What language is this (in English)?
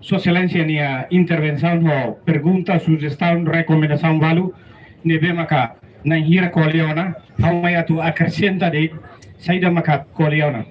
Tetum